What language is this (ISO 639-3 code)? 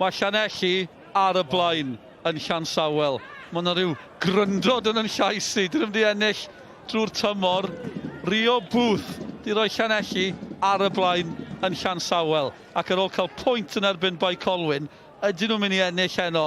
cym